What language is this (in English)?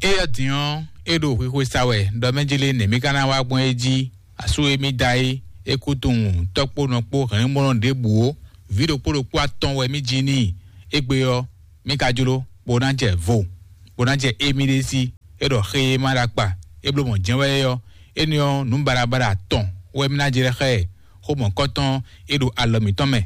Fon